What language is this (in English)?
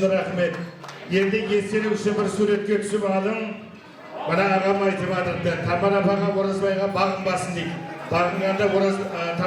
Kara-Kalpak